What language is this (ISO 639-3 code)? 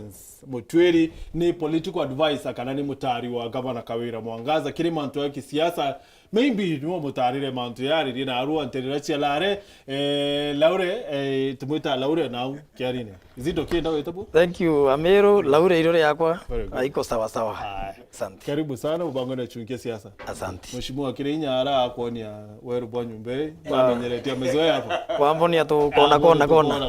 mer